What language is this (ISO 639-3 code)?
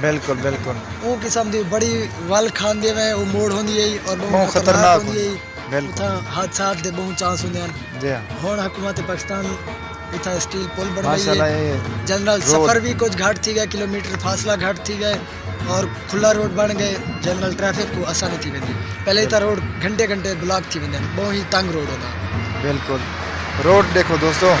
skr